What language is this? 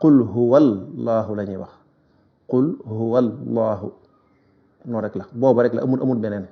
Wolof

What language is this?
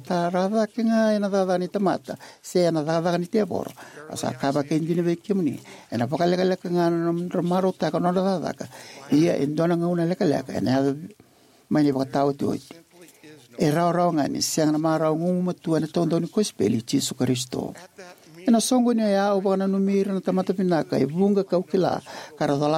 Fijian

